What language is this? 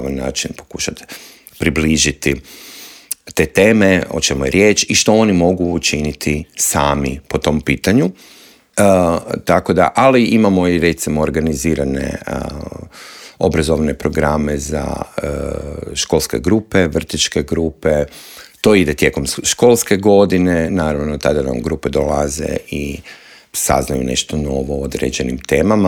Croatian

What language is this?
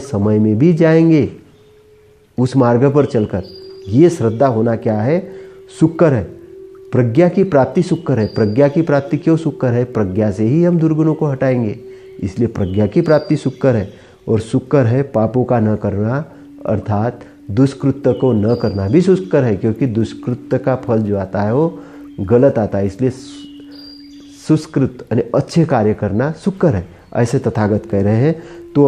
Hindi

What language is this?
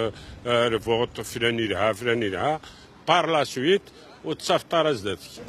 Kabyle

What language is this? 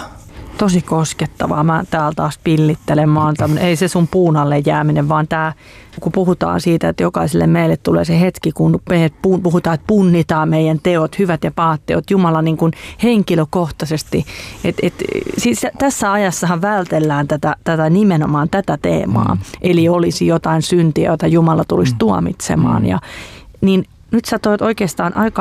Finnish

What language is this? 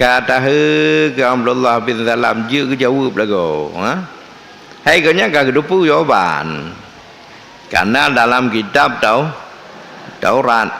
Achinese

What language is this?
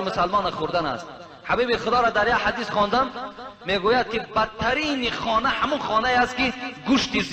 Tajik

